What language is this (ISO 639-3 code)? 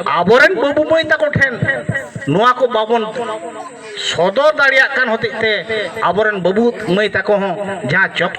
sat